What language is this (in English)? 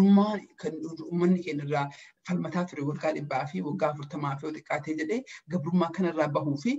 Oromo